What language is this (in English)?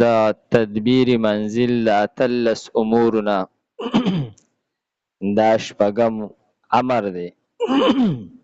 Pashto